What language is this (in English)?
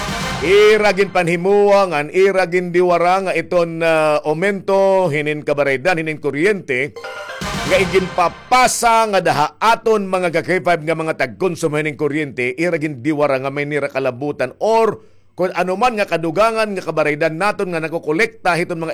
Waray